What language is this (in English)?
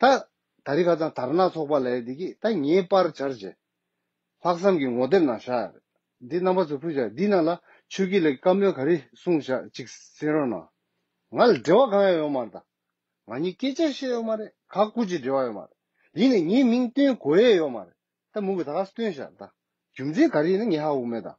Tibetan